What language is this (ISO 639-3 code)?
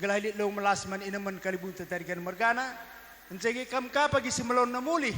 btx